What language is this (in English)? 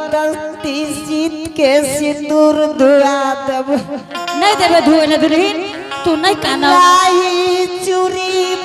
Angika